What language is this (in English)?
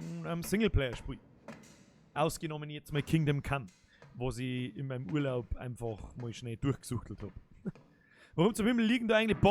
Bavarian